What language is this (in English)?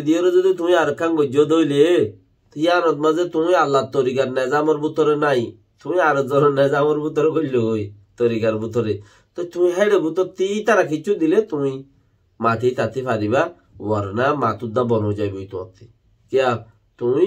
Rohingya